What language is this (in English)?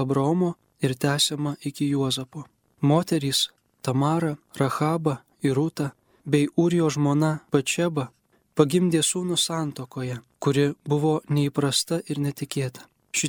Lithuanian